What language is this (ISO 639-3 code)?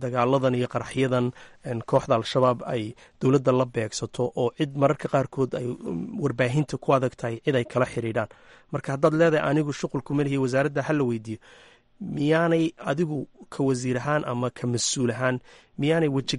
som